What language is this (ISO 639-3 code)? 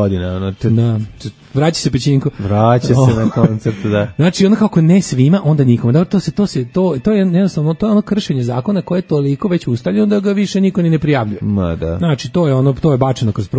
srp